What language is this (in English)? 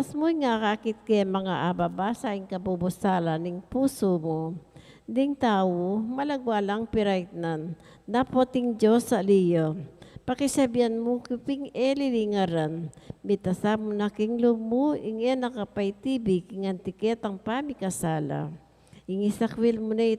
Pampanga